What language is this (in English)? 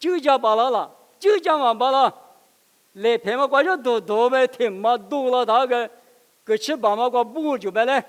Lisu